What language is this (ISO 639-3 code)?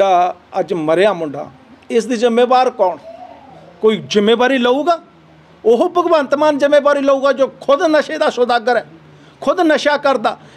pan